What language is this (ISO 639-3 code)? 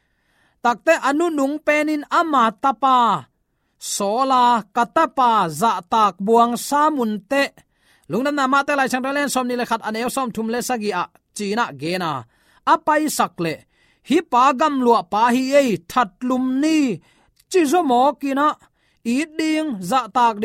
ctd